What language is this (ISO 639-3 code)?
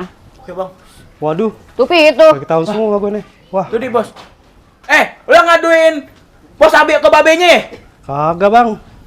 bew